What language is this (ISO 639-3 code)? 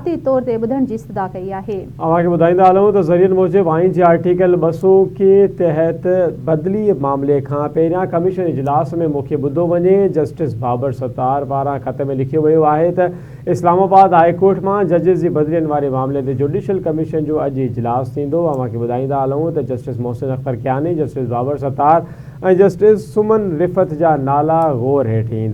snd